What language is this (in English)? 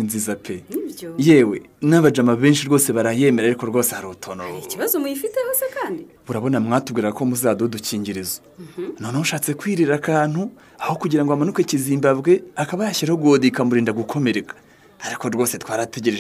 Kinyarwanda